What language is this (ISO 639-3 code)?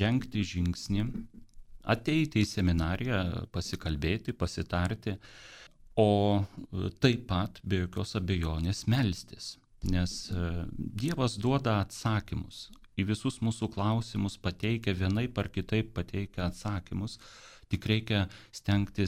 lit